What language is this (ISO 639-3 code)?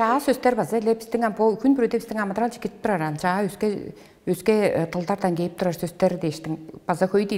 tyv